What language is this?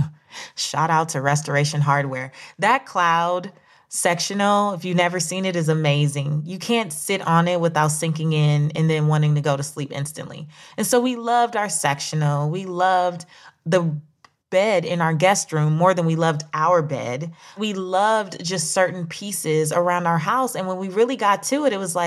English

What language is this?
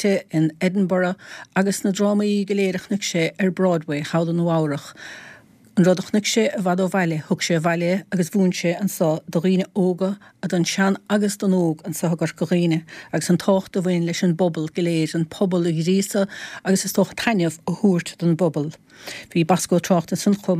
Irish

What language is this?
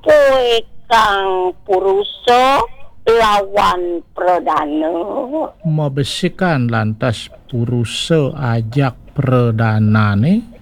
Balinese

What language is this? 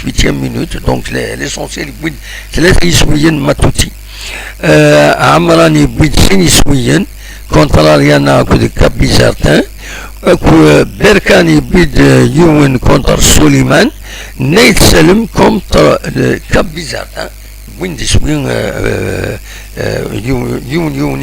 Kabyle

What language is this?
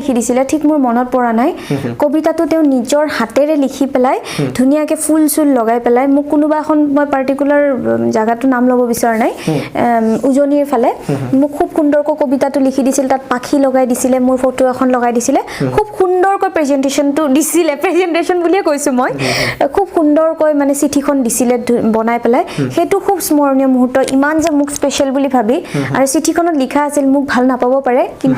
Assamese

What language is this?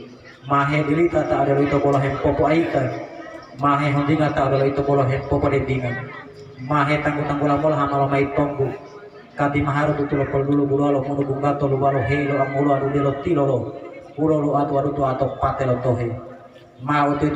Gorontalo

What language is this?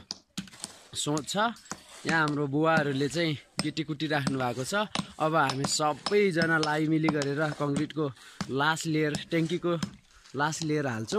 Nepali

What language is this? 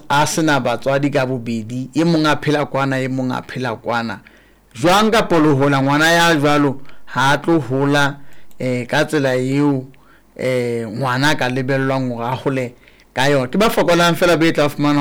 Southern Sotho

